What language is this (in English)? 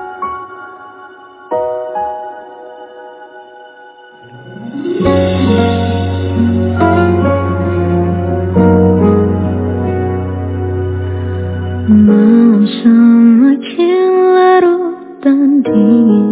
Indonesian